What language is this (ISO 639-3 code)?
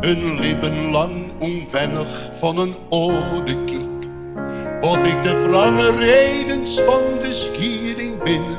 fry